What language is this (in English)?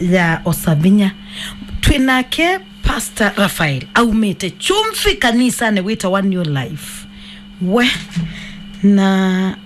Kamba